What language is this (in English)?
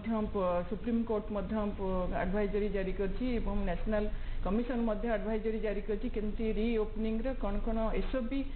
Odia